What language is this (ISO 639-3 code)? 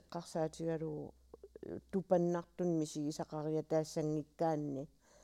kal